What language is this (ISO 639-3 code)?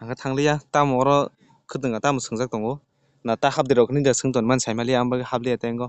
trp